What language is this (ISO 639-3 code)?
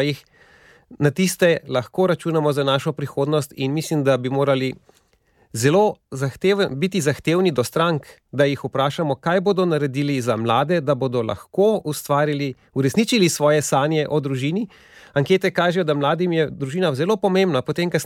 slv